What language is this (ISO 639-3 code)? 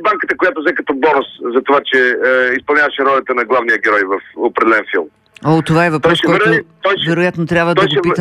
bul